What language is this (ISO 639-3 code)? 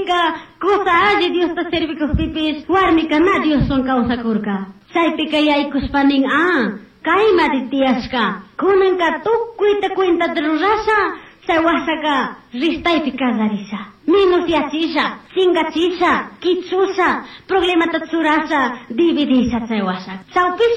qug